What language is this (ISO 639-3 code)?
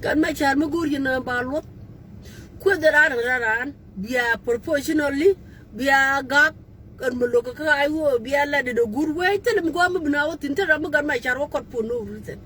nus